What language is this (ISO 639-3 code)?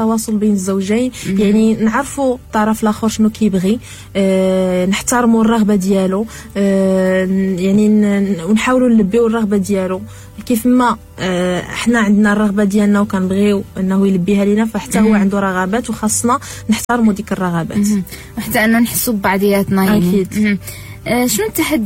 ary